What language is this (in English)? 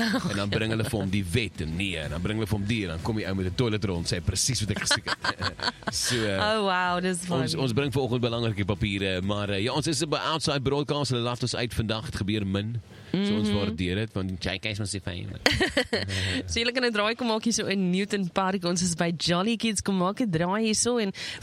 Afrikaans